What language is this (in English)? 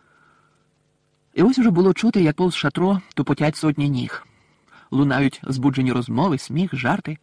Ukrainian